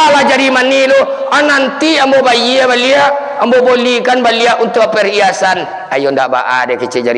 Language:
Minangkabau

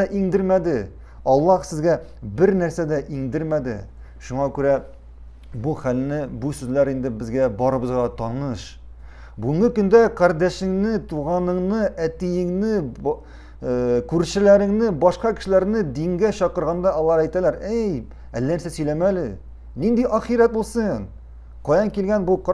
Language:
Tatar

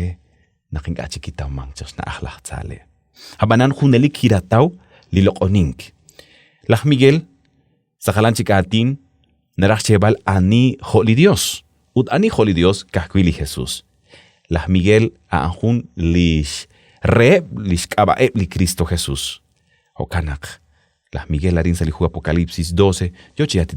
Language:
Kekchí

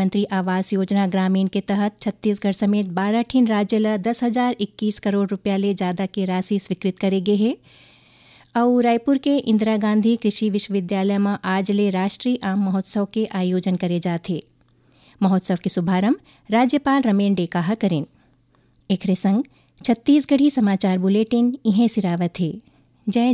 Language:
Chhattisgarhi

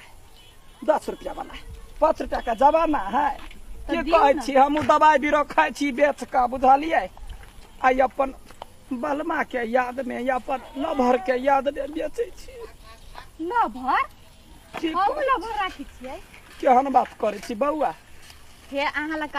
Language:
Maithili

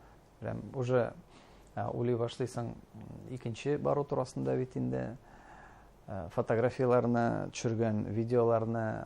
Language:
Bashkir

